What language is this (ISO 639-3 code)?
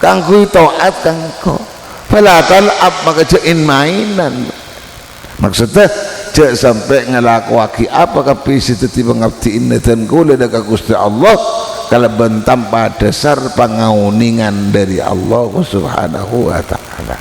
mad